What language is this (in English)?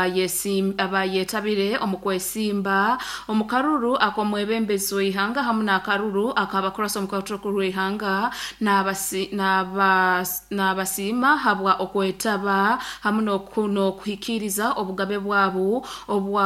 Nyoro